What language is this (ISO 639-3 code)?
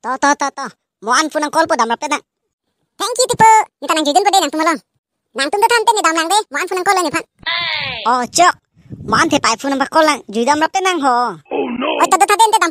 mjw